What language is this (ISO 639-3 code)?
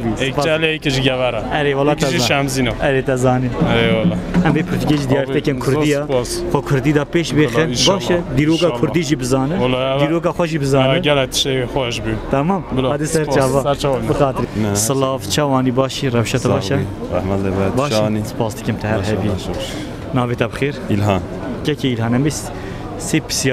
kur